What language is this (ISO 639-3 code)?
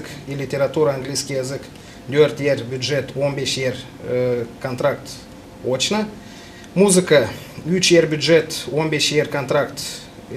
gag